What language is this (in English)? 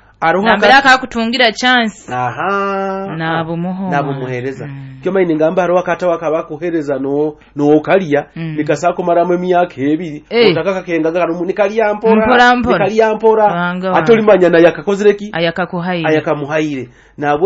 Nyoro